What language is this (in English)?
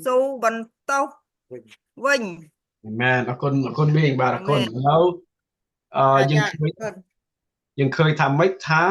Khmer